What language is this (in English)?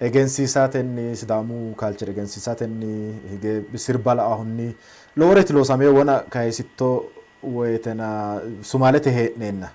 Sidamo